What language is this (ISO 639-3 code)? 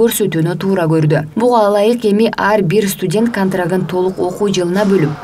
kir